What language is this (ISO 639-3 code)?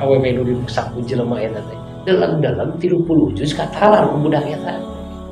sun